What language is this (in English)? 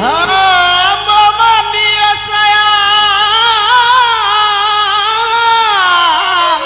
Minangkabau